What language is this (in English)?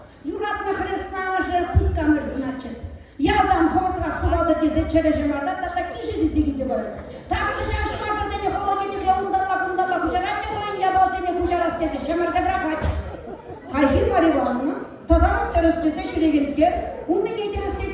Chuvash